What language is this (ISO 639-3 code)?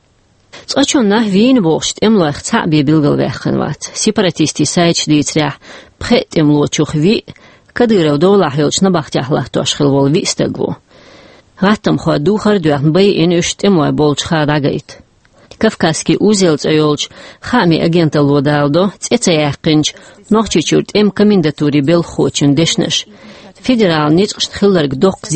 che